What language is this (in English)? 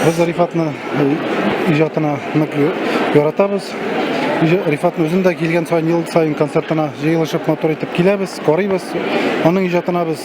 Tatar